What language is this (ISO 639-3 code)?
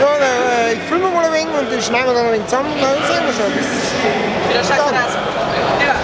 bar